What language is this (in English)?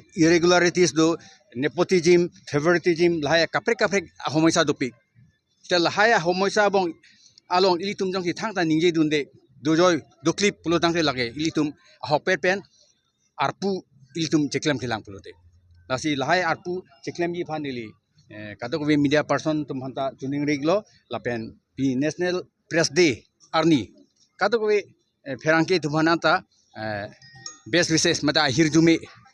Karbi